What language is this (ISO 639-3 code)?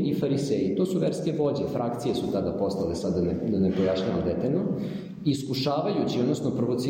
srp